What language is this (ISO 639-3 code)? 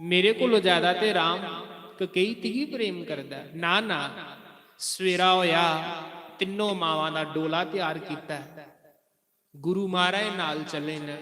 doi